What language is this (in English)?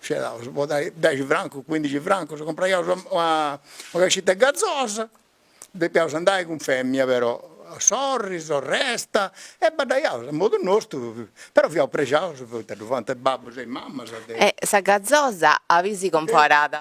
Sardinian